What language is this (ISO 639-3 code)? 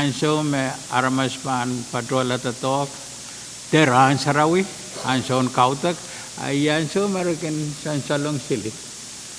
pon